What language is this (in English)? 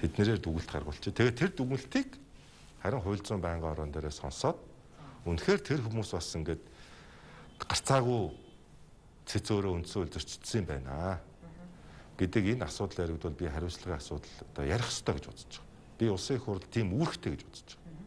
Mongolian